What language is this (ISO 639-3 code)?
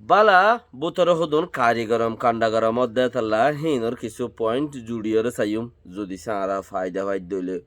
rhg